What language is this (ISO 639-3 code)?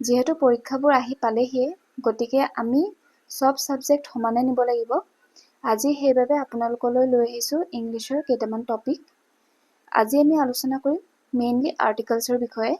asm